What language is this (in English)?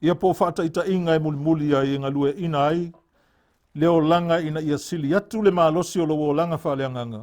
Samoan